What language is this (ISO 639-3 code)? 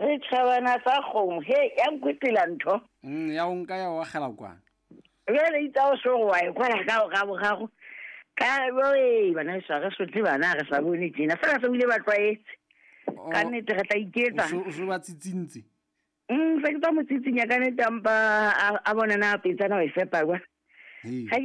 sot